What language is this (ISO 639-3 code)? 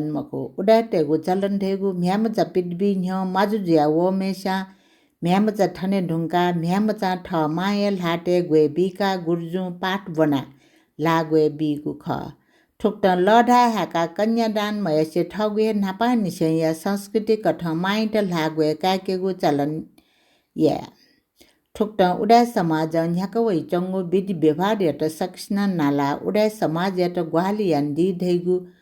new